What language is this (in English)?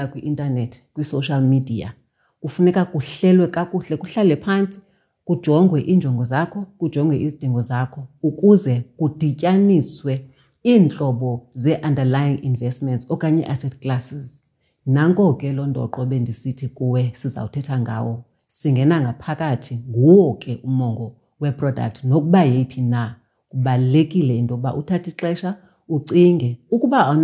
Xhosa